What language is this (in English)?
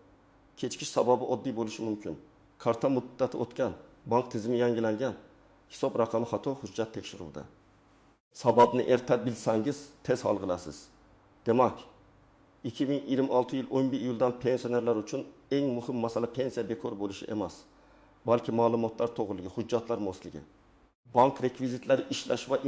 Uzbek